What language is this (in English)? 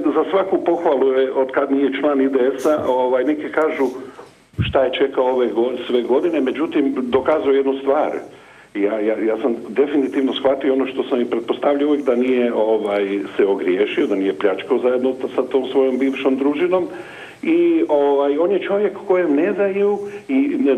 Croatian